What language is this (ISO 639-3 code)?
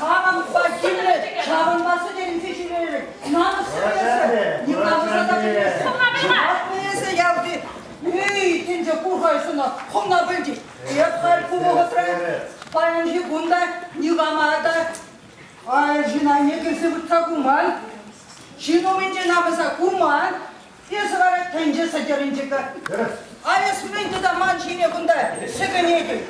chv